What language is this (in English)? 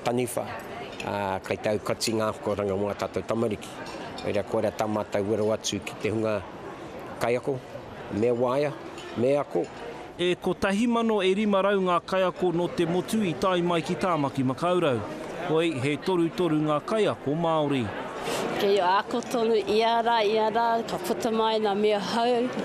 Māori